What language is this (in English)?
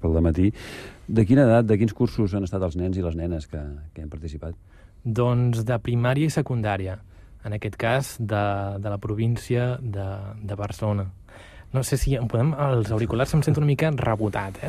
Catalan